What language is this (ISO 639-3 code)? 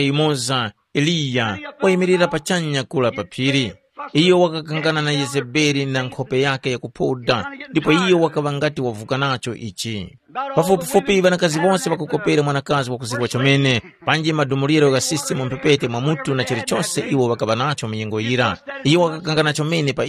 tum